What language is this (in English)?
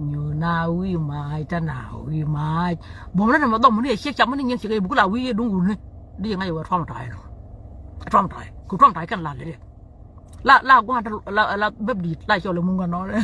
Nuer